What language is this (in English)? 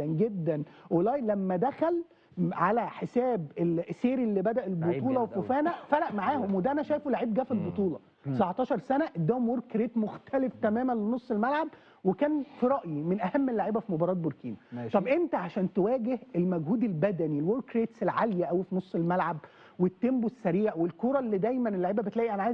Egyptian Arabic